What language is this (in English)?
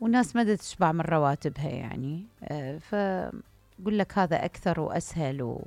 Mesopotamian Arabic